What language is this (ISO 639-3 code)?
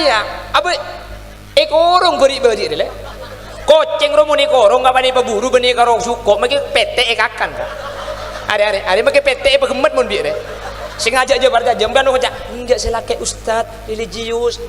mad